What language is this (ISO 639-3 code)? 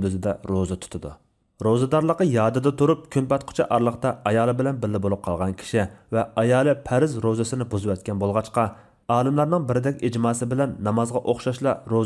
uig